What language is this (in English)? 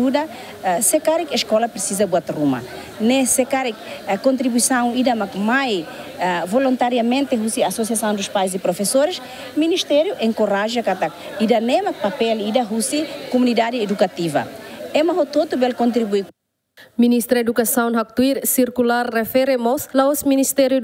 Tetum